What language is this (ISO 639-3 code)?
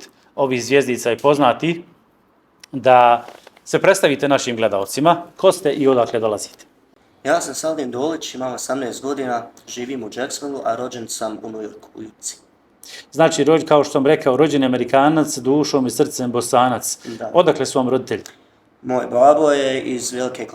bos